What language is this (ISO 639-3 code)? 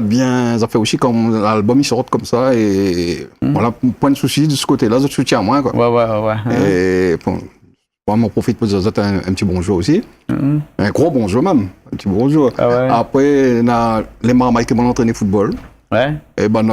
rcf